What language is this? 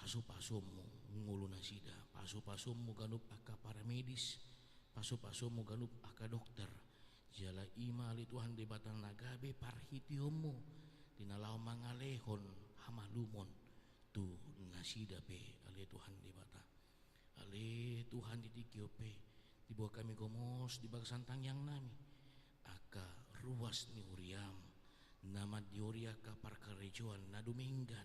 Batak Toba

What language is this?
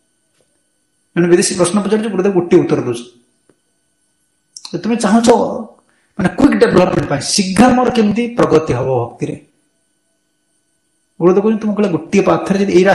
Odia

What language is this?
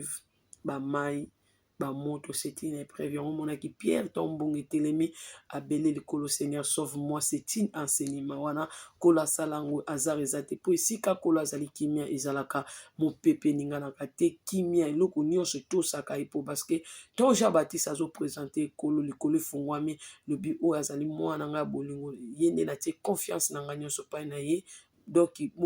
Lingala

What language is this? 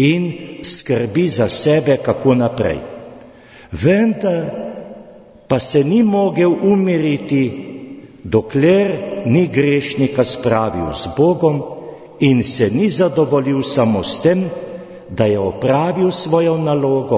Slovenian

